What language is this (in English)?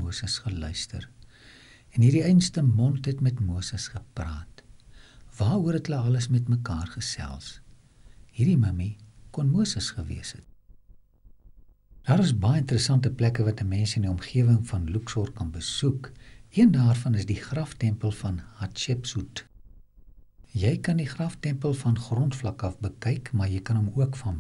Afrikaans